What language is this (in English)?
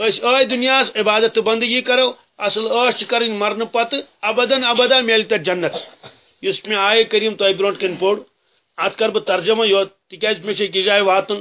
Kashmiri